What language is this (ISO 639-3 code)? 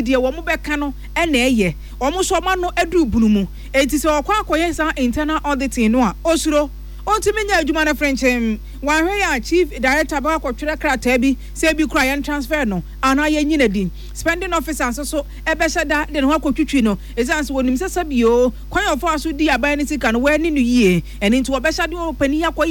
aka